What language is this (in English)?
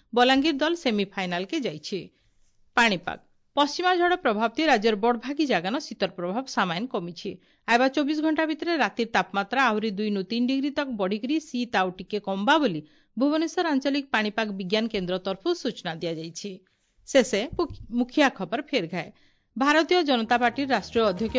Odia